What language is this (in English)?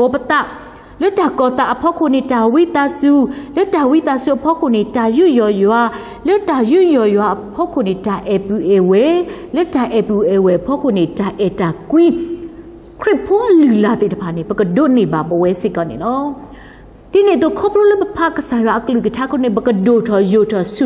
S'gaw Karen